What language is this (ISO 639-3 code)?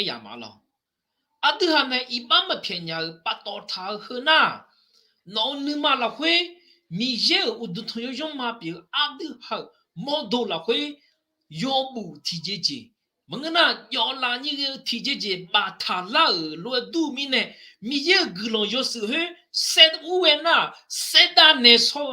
ahk